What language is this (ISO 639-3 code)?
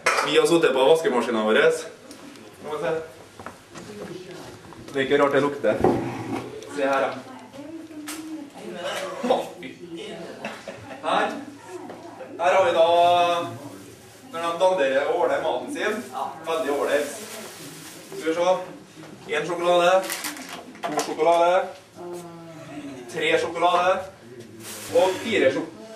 nor